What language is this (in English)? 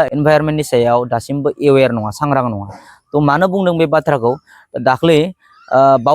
Bodo